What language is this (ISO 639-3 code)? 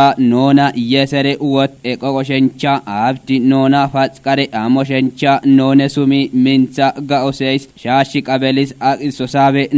kbr